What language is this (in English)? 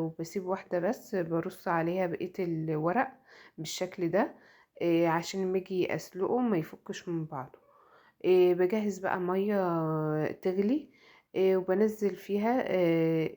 Egyptian Arabic